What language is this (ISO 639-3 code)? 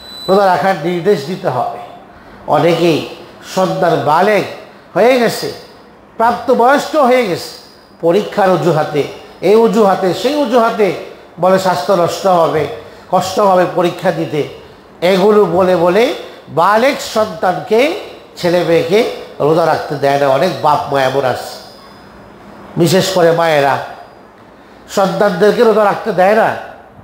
ben